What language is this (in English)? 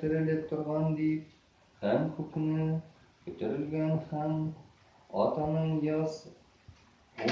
Tatar